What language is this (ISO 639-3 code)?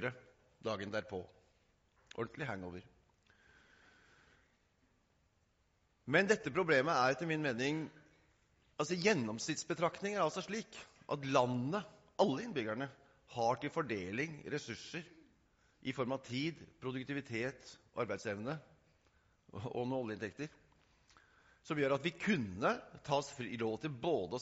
nor